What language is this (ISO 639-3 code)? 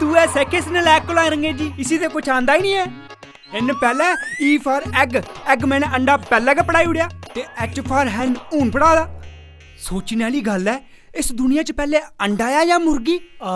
doi